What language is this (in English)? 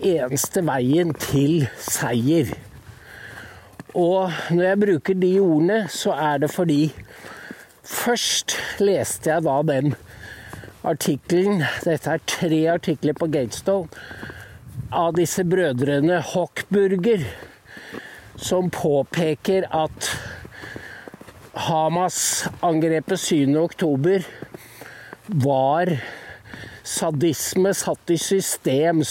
Norwegian